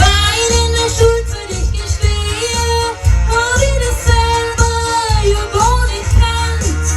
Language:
Bavarian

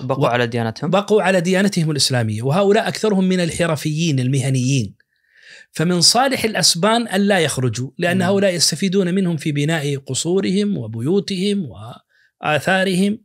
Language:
Najdi Arabic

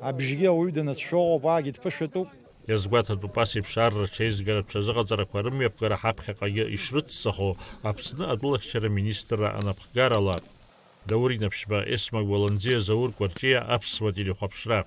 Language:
Abkhazian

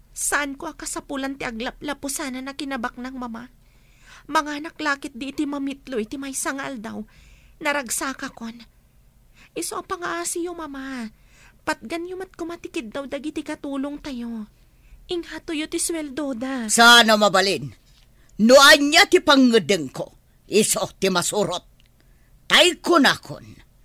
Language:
Iloko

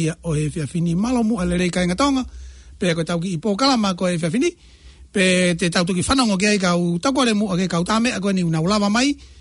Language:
Tongan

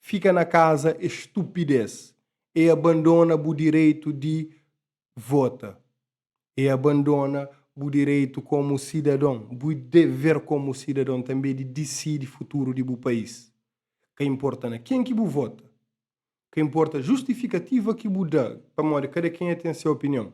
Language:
Kabuverdianu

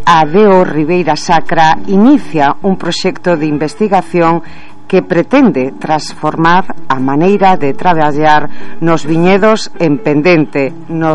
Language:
Galician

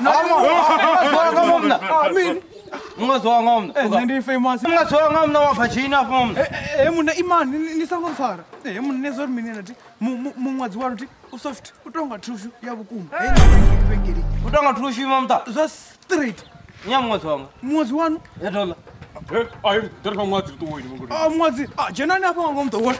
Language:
Venda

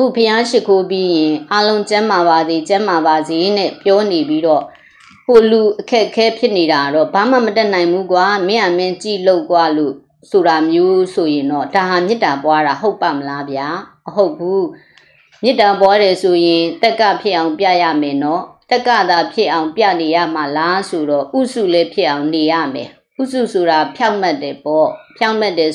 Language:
Burmese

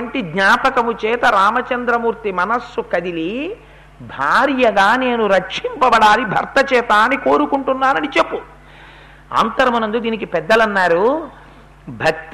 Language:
Telugu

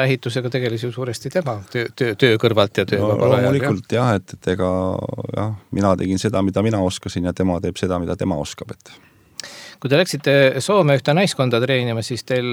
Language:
Estonian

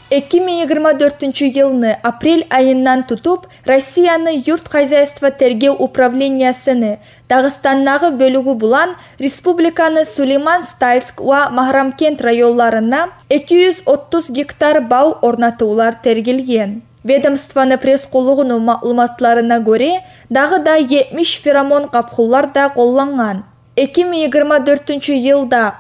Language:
Kumyk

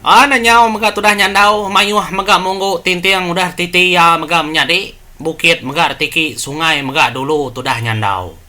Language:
Iban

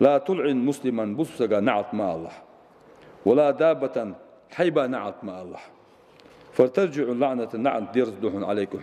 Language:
Ingush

